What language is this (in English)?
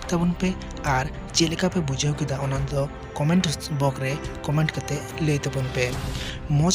Santali